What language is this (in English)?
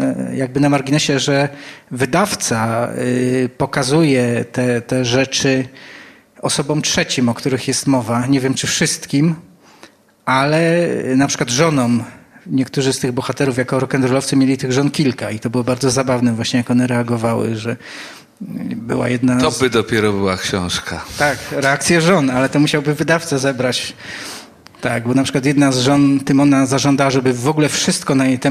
Polish